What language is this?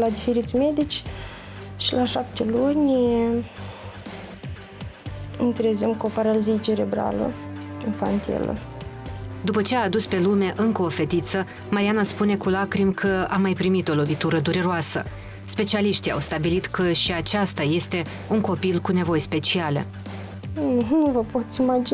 Romanian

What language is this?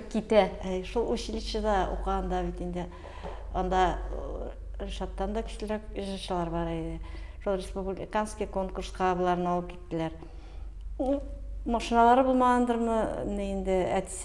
Tatar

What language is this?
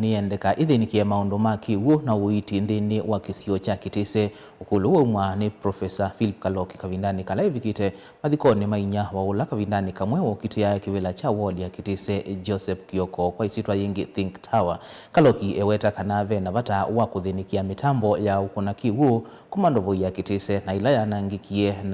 Kamba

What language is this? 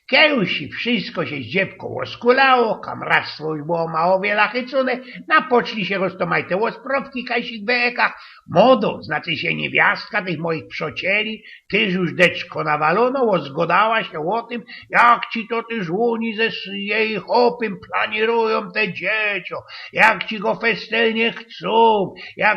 Silesian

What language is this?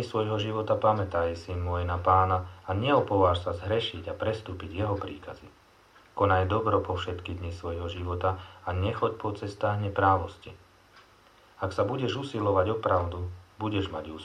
Slovak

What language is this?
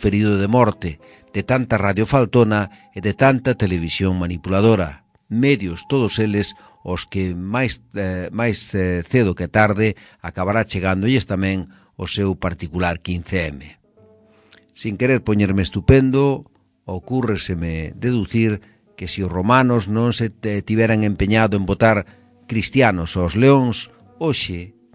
Galician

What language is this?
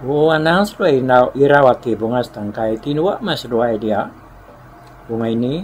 Iban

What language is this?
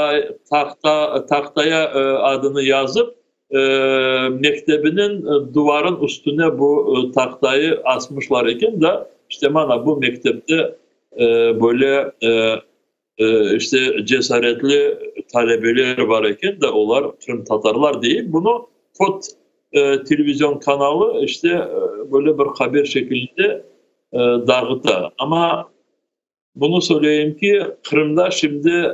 Crimean Tatar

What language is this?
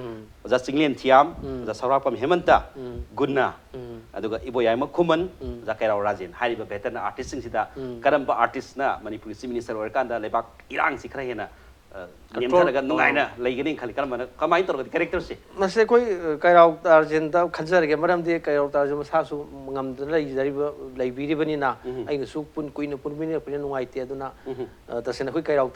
Manipuri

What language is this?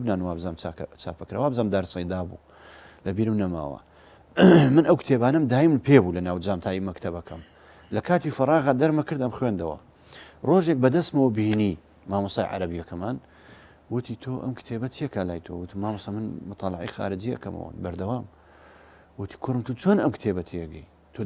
Central Kurdish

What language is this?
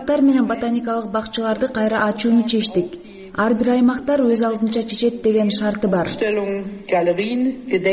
Kyrgyz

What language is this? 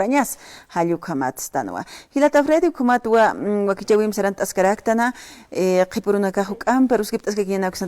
Aymara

